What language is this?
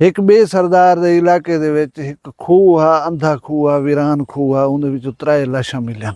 Saraiki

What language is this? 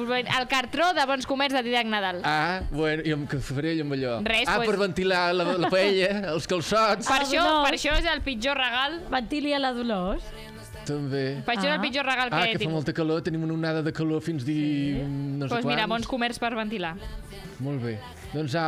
Catalan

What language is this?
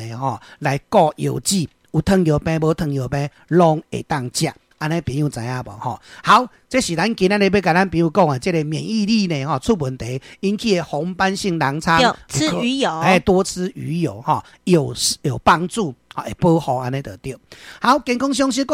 Min Nan Chinese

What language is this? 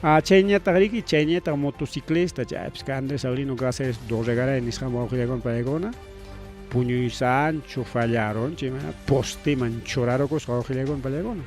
Ayacucho Quechua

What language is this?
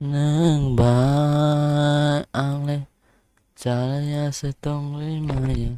Kok Borok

